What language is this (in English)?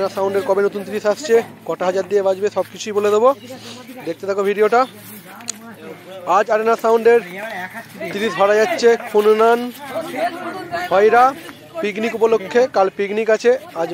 Bangla